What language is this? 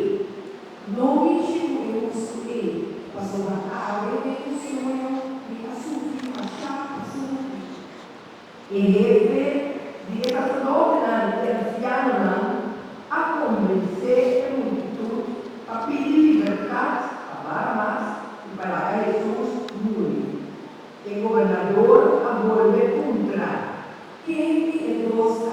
Papiamento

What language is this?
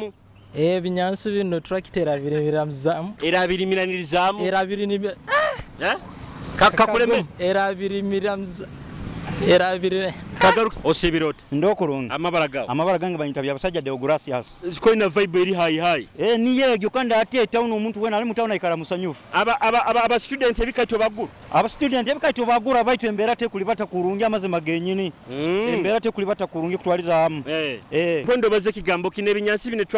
Nyoro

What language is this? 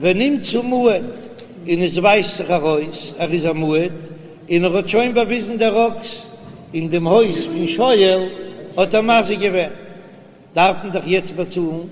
Yiddish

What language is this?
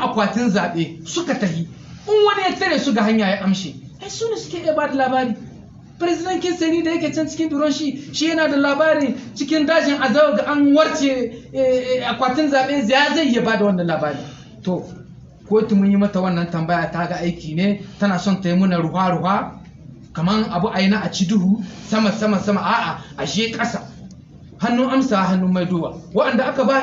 Hausa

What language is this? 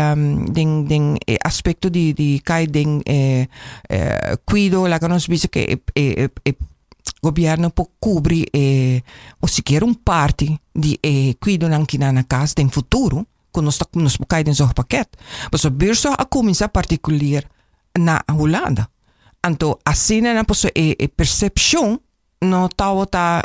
Papiamento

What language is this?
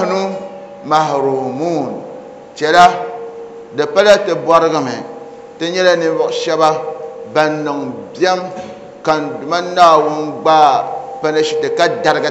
Dagbani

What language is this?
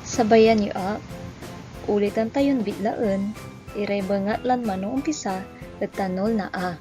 Pangasinan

